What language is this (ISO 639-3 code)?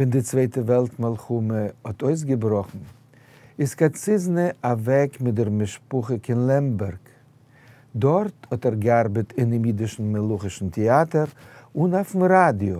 yid